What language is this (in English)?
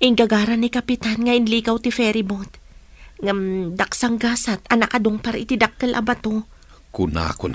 Iloko